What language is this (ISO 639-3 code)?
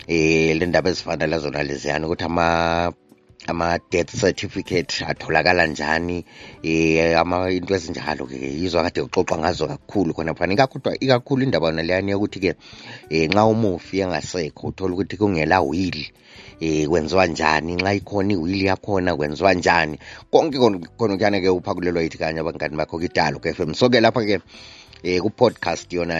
nde